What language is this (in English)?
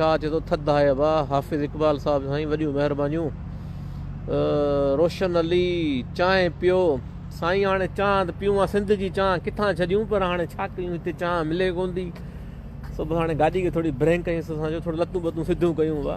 Sindhi